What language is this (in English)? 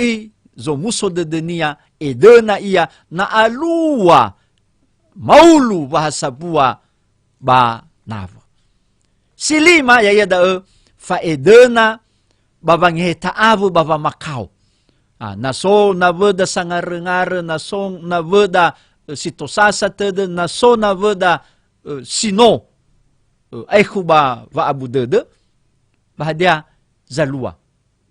Nias